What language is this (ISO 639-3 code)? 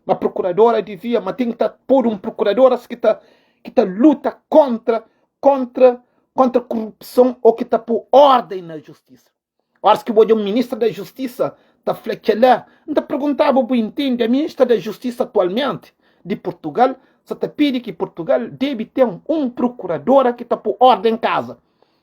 kea